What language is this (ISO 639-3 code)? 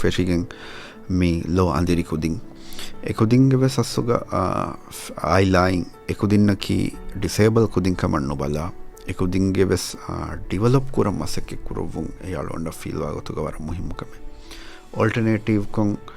div